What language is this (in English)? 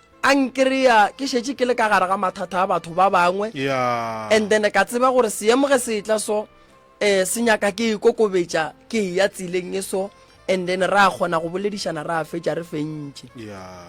Northern Sotho